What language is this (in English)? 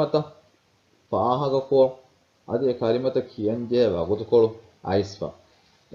Divehi